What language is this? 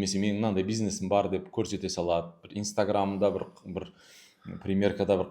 Kazakh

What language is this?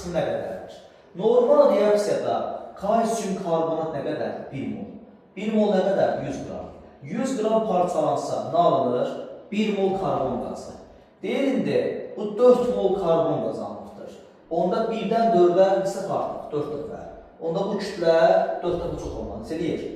Azerbaijani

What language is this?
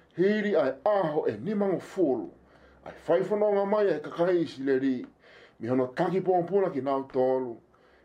Tongan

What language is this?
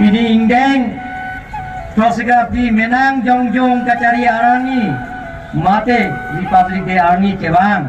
Karbi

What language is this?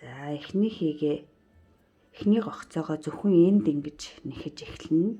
Mongolian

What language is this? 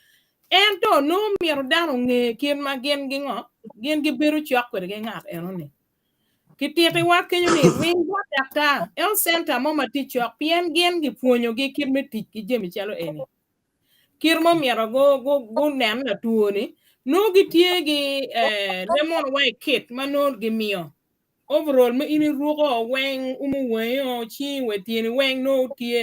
Acoli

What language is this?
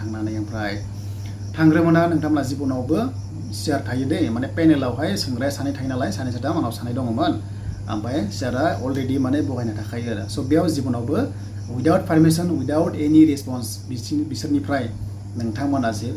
Bodo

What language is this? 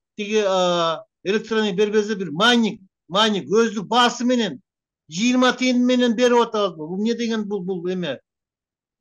Kyrgyz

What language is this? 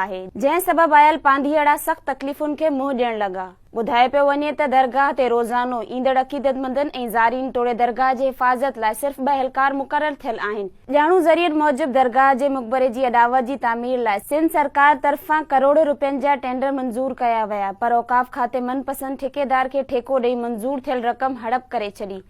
Sindhi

